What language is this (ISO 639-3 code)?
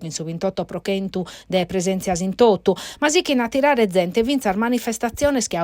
srd